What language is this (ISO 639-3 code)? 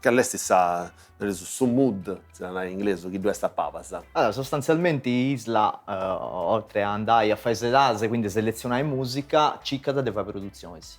srd